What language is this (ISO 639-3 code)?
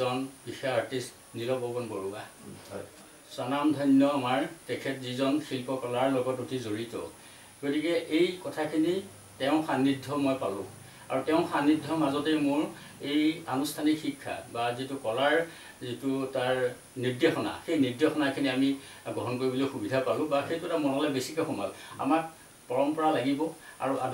asm